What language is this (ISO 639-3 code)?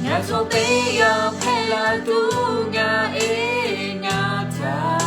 lhu